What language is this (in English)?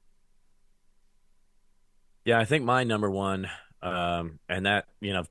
English